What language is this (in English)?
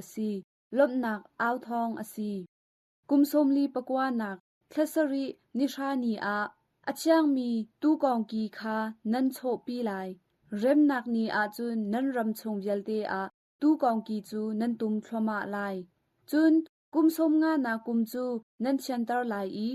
Hakha Chin